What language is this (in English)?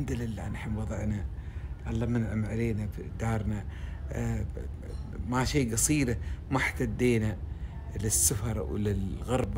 Gulf Arabic